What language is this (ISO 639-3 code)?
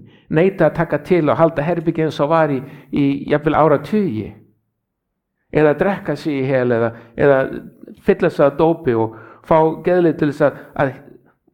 isl